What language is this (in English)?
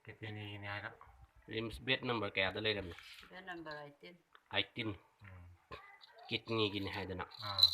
Manipuri